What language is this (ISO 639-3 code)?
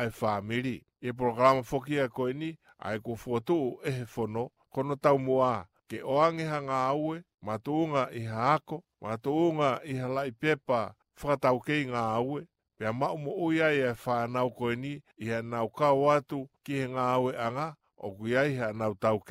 ton